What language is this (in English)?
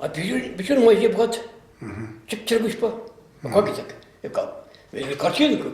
Chuvash